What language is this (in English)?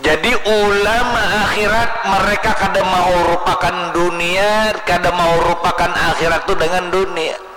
Banjar